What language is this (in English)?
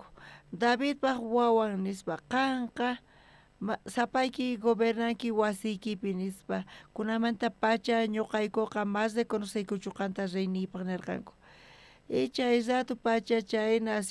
South Bolivian Quechua